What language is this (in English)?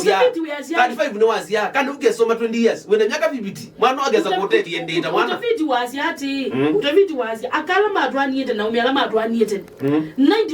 Kamba